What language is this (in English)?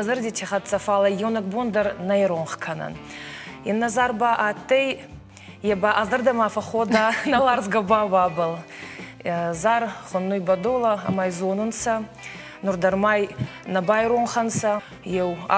Ossetic